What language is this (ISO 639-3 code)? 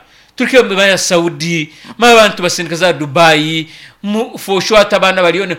nyn